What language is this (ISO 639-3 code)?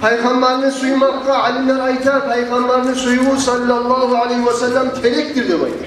kum